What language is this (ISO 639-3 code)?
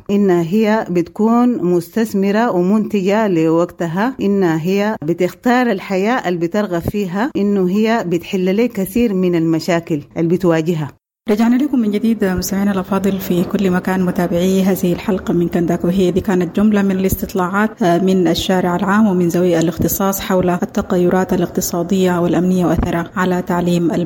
apd